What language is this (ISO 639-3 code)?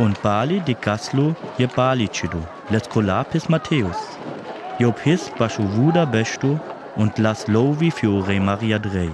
rmo